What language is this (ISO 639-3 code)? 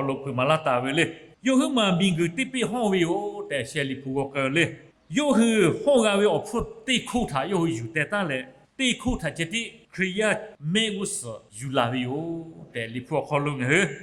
lhu